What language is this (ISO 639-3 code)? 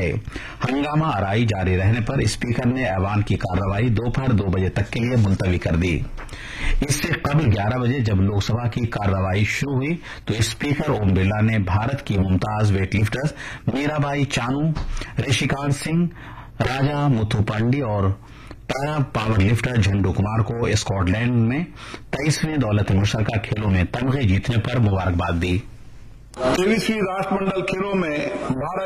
urd